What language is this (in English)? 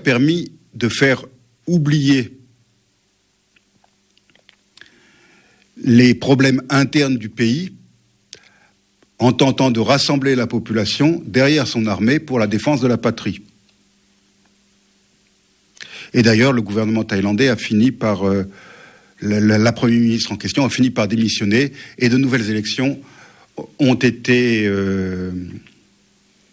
French